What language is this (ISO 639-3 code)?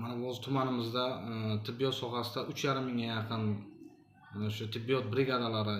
uzb